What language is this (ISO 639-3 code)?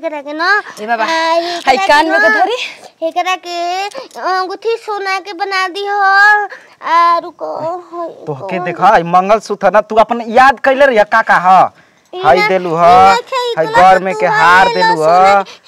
bho